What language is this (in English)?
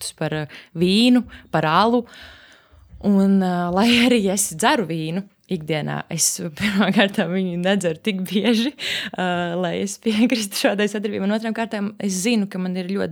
Latvian